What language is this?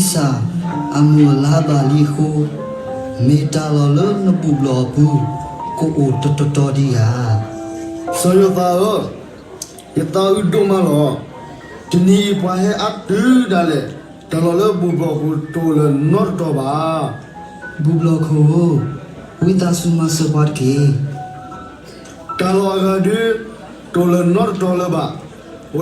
S'gaw Karen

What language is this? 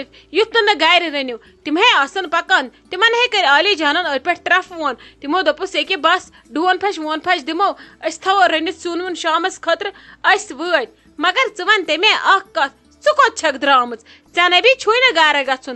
Kashmiri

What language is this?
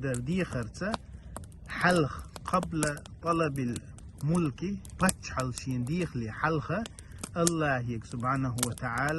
Chechen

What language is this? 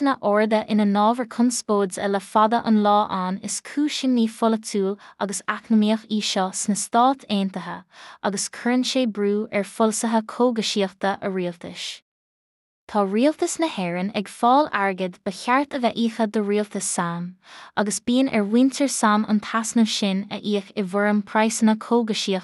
Irish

